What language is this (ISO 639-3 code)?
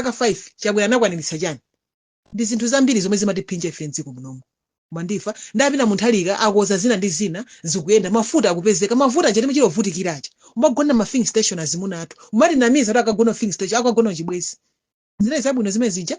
nya